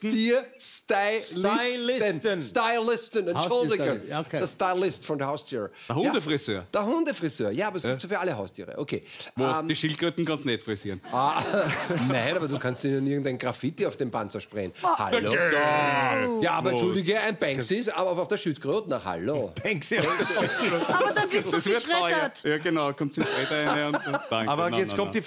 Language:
German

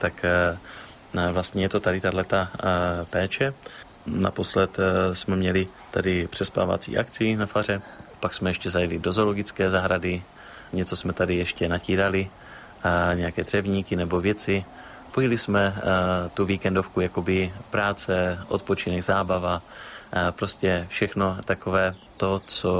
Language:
Czech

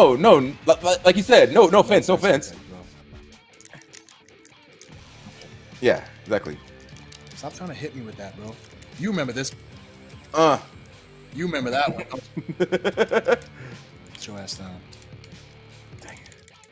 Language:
English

